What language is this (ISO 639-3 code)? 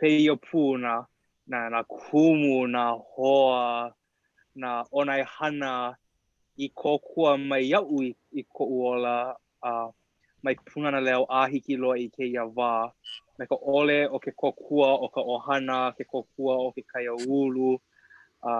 haw